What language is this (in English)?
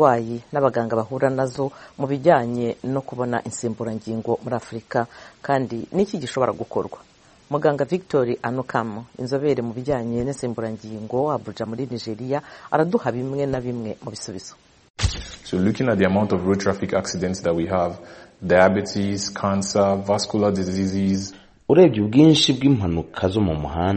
Kinyarwanda